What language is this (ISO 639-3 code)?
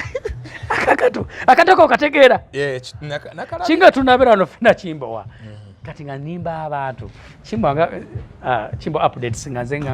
lug